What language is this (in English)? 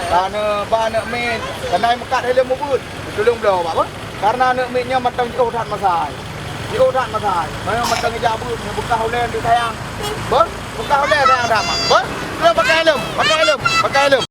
Achinese